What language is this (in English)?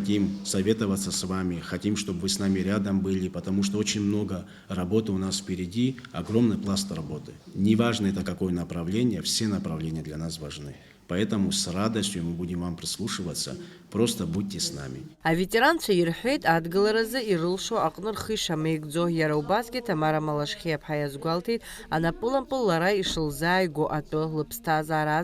Abkhazian